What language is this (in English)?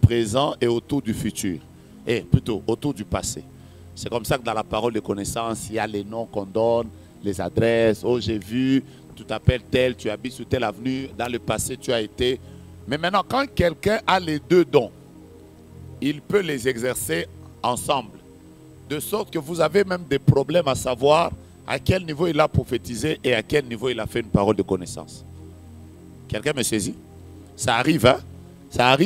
French